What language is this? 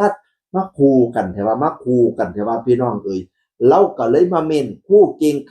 Northeastern Thai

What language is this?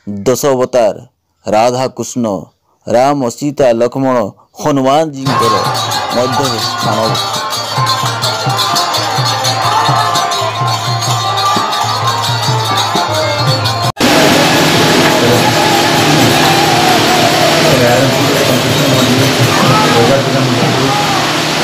Odia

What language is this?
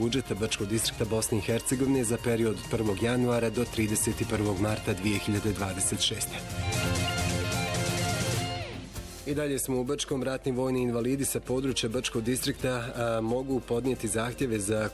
Bosnian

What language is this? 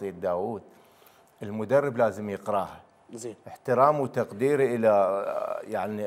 Mesopotamian Arabic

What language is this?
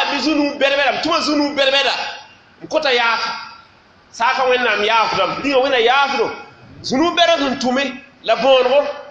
Mossi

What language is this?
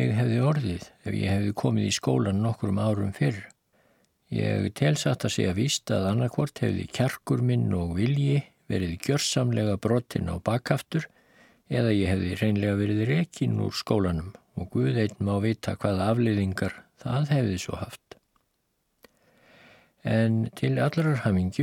Icelandic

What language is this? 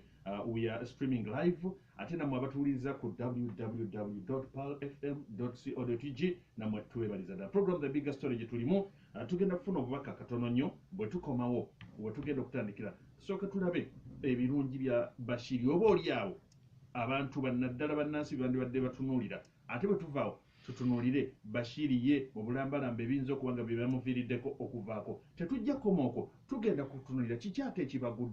Ganda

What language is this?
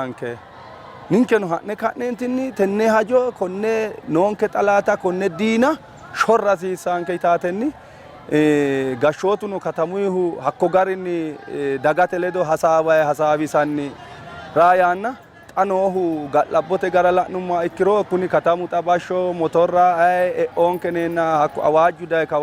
Sidamo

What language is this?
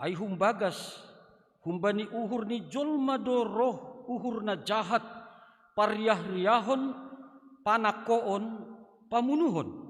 Batak Simalungun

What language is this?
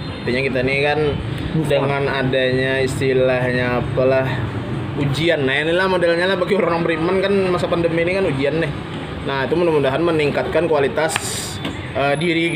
Banjar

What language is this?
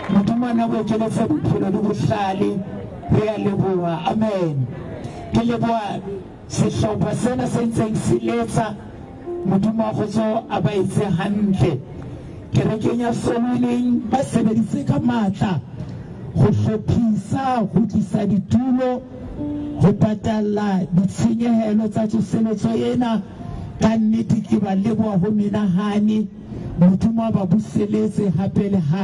Southern Sotho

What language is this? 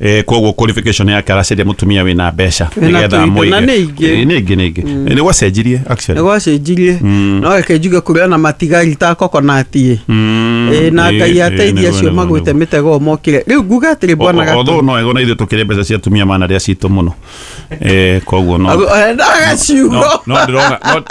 Kikuyu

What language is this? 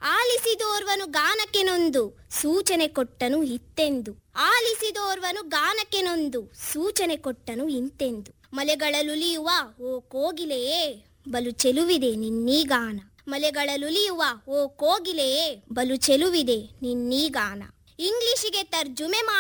Kannada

